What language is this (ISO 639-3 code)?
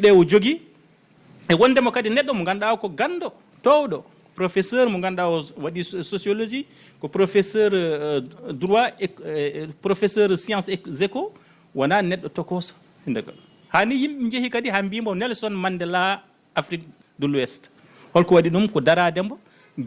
ful